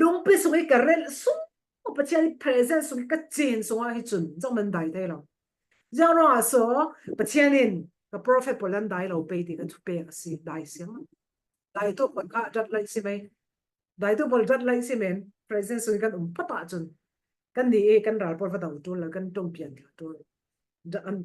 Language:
Falam Chin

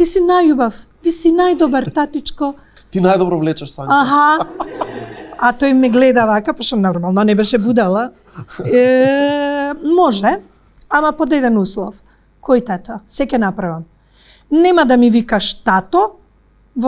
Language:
Macedonian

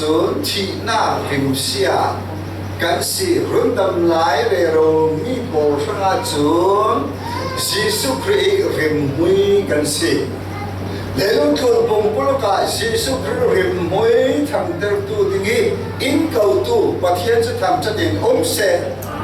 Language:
Falam Chin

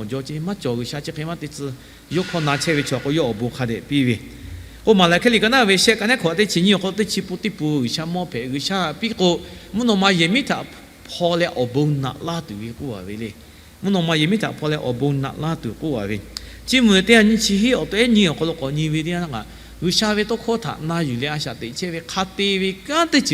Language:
Lahu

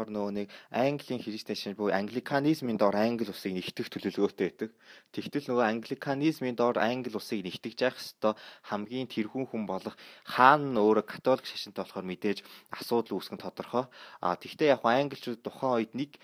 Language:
Mongolian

